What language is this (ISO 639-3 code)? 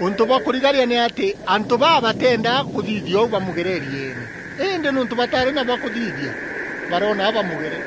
mer